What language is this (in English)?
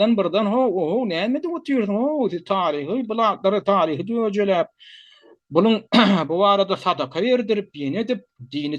Turkmen